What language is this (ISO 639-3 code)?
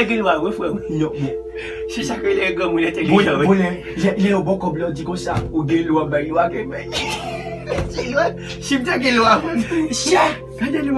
hat